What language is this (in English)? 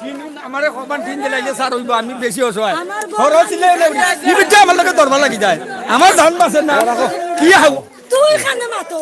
Sylheti